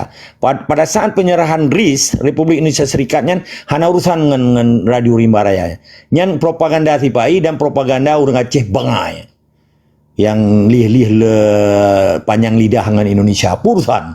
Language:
Achinese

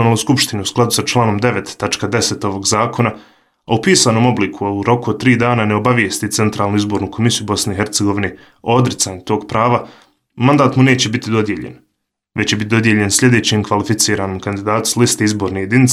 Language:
Bosnian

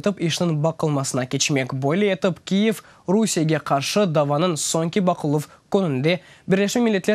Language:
Crimean Tatar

